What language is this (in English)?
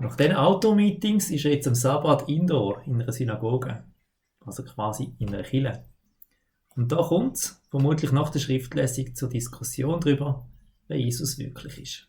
Swiss German